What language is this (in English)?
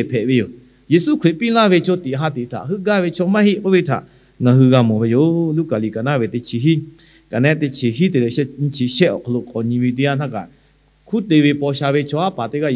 Lahu